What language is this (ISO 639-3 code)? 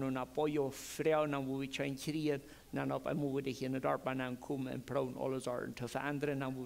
pdt